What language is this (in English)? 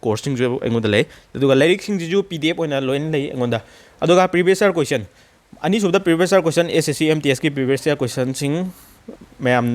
Manipuri